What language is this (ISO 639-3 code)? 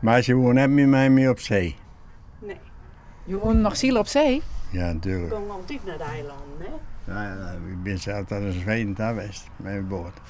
fry